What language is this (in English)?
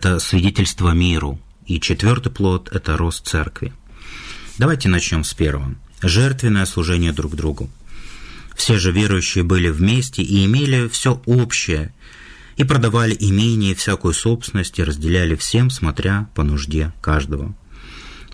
Russian